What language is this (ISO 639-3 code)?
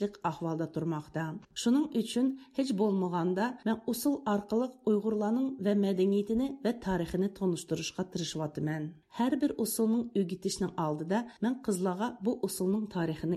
uig